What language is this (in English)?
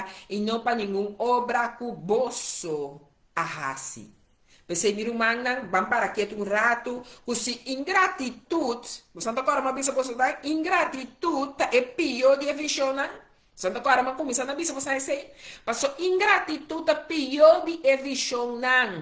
Papiamento